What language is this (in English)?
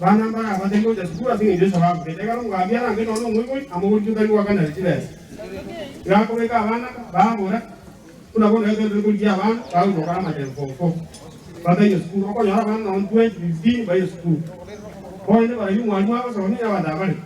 Gusii